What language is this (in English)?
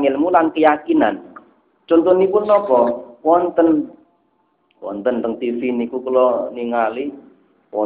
Javanese